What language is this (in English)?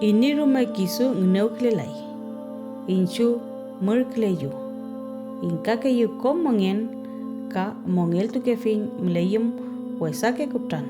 Mapuche